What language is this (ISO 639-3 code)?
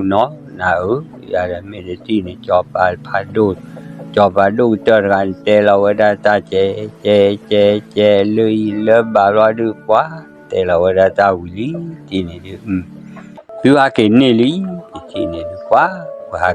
ksw